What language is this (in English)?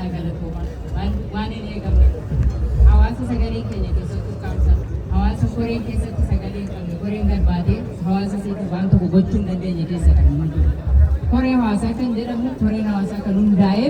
Oromo